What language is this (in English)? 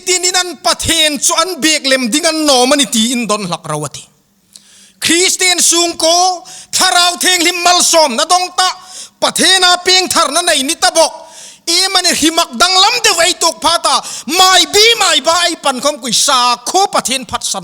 Hmar